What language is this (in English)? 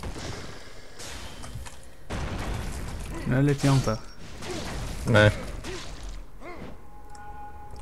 Norwegian